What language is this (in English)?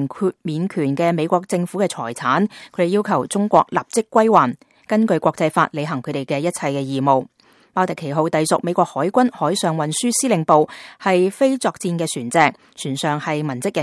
Cantonese